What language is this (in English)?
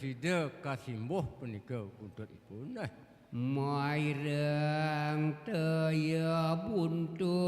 Balinese